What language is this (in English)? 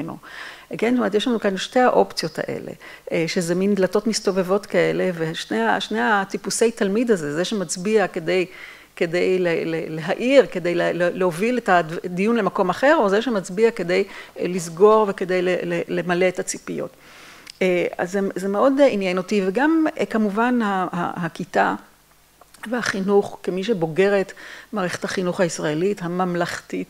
Hebrew